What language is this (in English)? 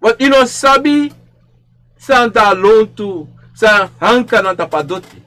Sranan Tongo